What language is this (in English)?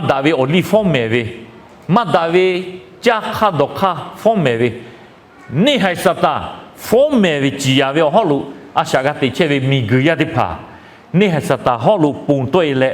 Lahu